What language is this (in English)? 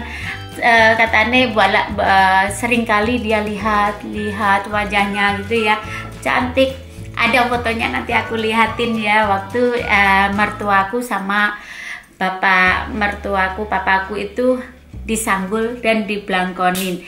Indonesian